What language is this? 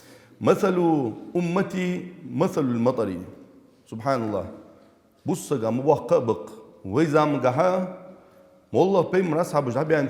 Ingush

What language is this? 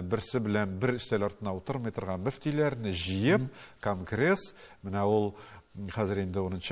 Tatar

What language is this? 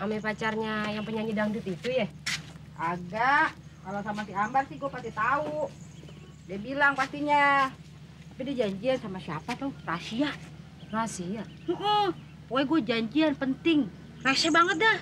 Betawi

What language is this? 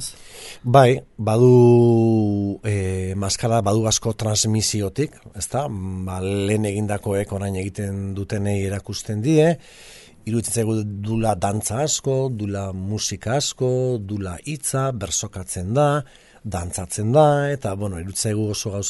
Basque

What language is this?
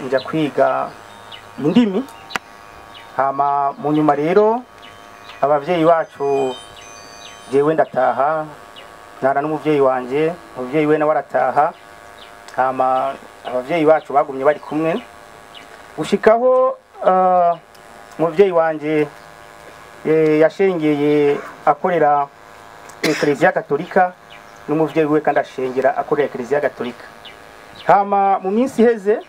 Rundi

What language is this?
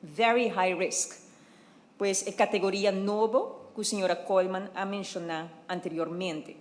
Papiamento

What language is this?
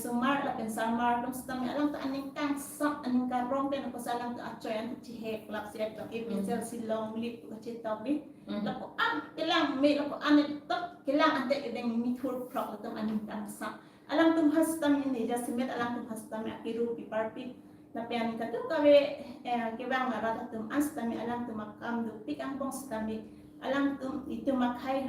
Karbi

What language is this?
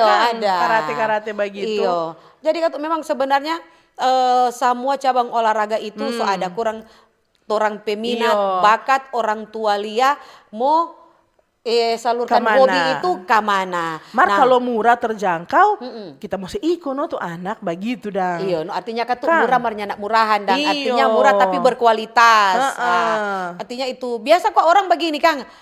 Manado Malay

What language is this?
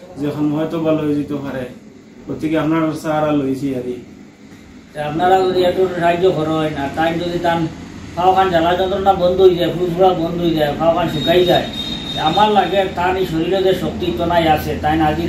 Sylheti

